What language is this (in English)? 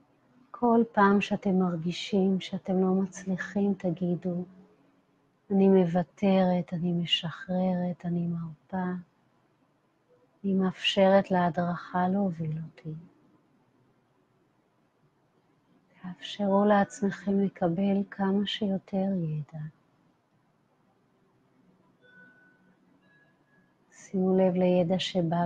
Hebrew